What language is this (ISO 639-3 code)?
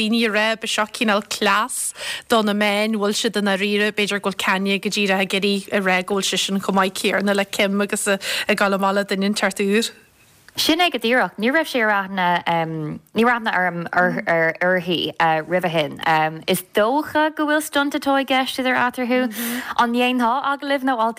gle